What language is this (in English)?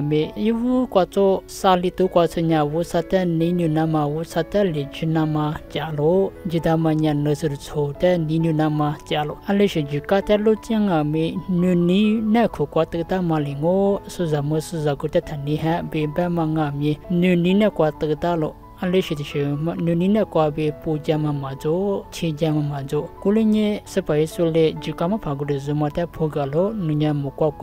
Lisu